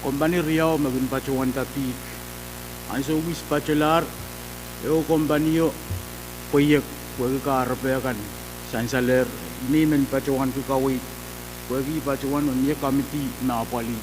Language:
Pohnpeian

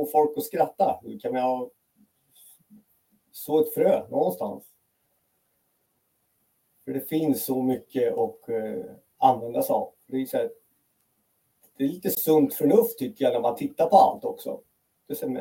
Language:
Swedish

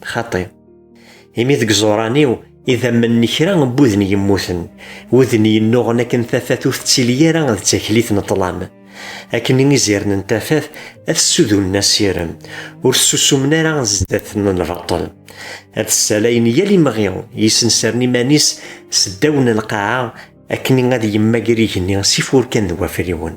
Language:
Kabyle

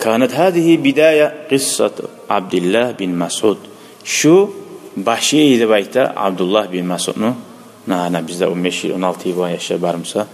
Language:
Kumyk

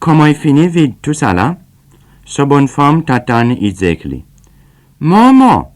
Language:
Seselwa Creole French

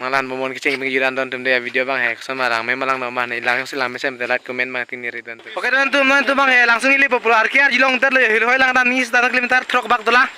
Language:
Karbi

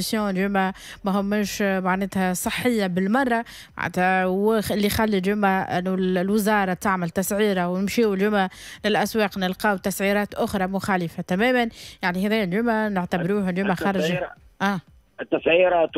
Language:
Tunisian Arabic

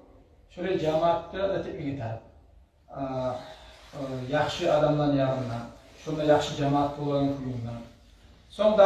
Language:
Kumyk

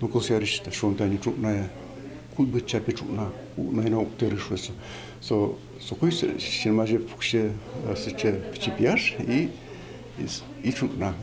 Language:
Udmurt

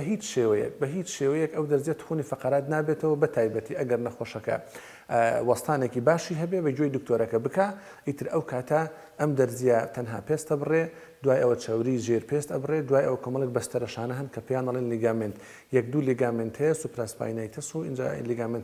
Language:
Central Kurdish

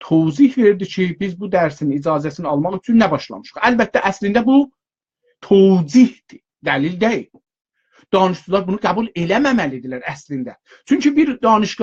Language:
South Azerbaijani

